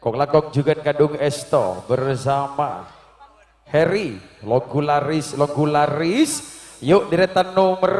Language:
Madurese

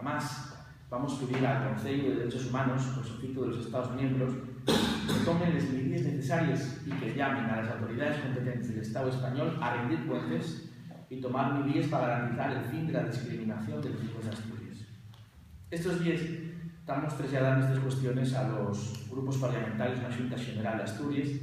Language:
Asturian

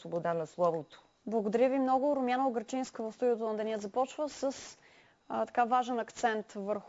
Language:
Bulgarian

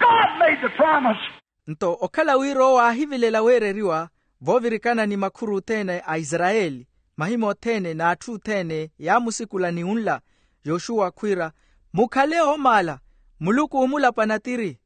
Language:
Makhuwa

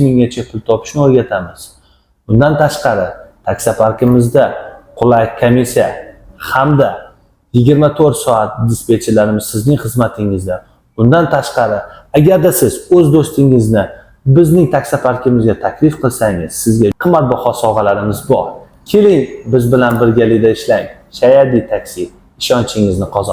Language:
Uzbek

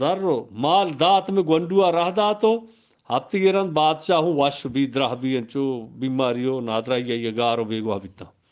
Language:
Eastern Balochi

